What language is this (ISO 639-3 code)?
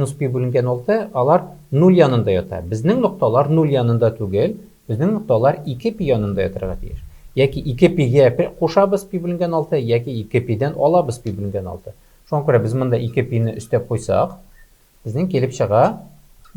tat